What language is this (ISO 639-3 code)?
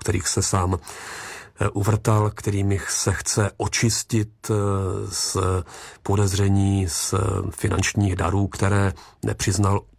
ces